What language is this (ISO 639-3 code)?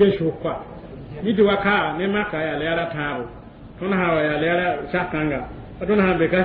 mos